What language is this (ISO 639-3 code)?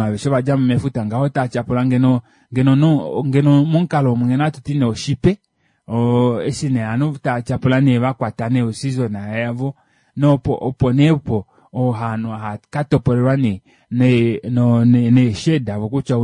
kua